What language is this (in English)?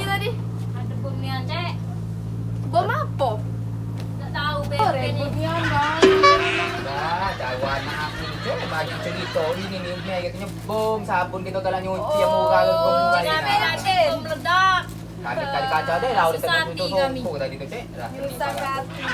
Musi